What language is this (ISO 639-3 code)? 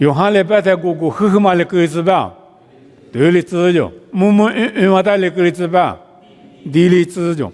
lis